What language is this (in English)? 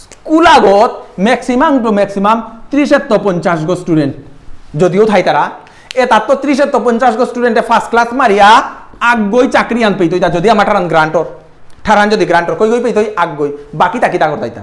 Bishnupriya